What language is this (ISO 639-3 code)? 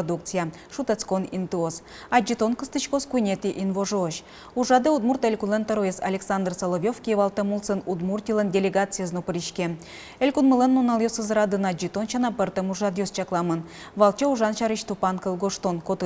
udm